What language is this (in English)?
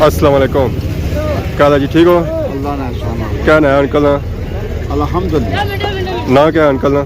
Pahari-Potwari